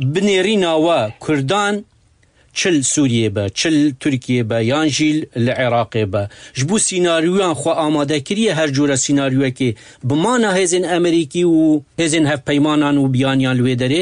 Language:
Kurdish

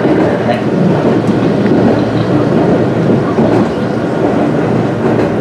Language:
Japanese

